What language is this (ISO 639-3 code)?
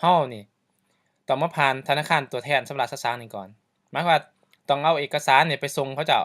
lao